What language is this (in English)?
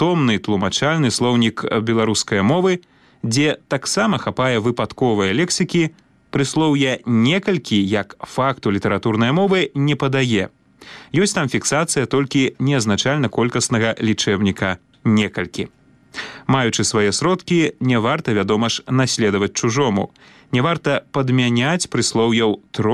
Belarusian